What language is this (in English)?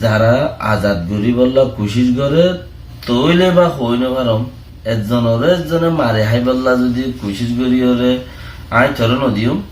Rohingya